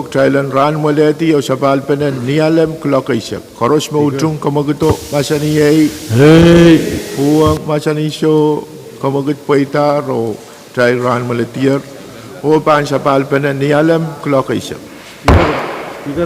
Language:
Pohnpeian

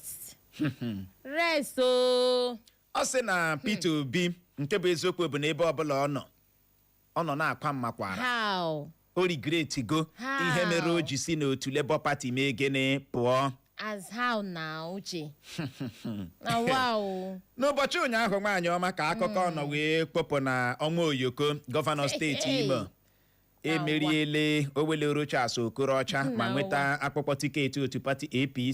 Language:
Igbo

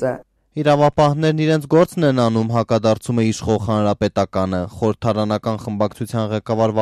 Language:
Armenian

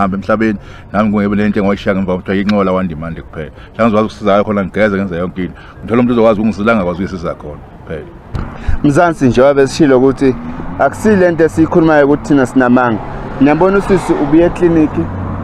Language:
Zulu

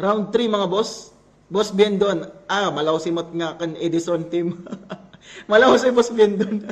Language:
Waray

